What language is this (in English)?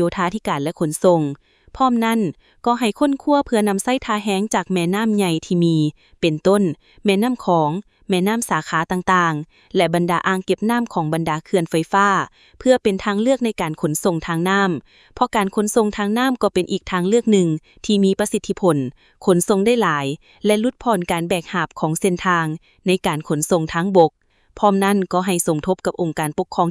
Lao